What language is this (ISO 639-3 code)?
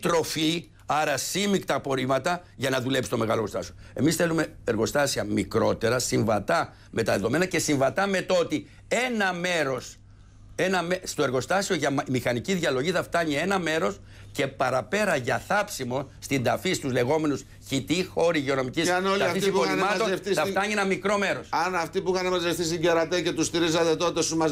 ell